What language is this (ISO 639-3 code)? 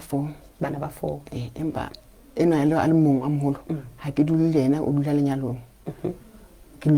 sot